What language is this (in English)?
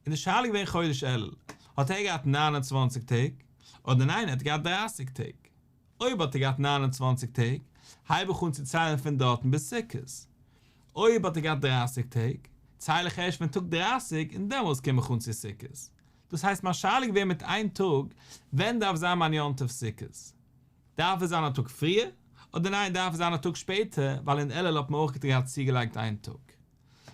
Yiddish